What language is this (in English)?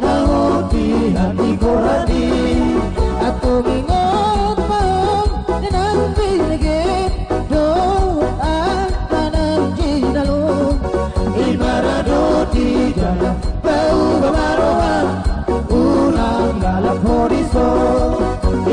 Batak Toba